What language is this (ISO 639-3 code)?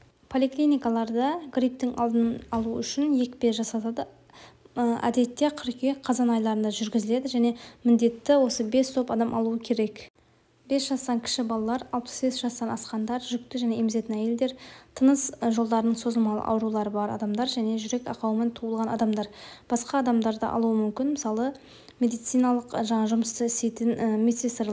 kaz